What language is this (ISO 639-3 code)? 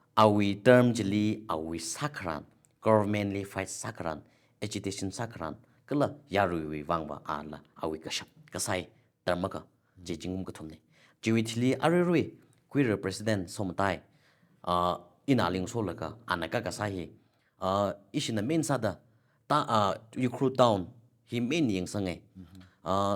nmf